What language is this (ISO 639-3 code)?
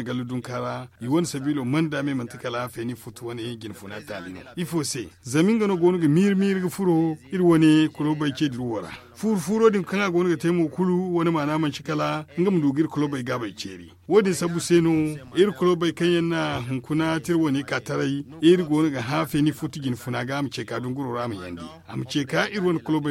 dje